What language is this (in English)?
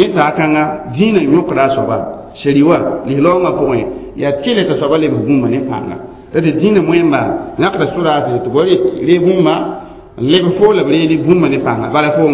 Mossi